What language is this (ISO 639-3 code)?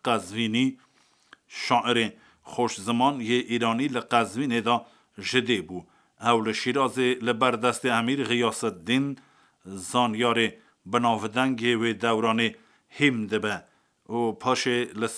kur